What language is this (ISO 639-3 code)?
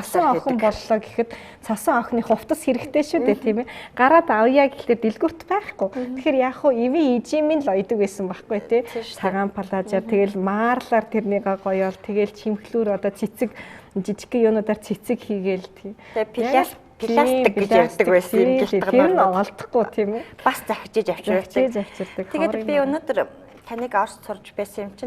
mon